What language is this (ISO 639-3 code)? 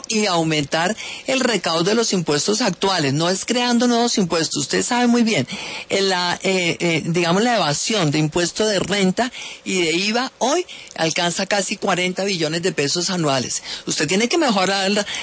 spa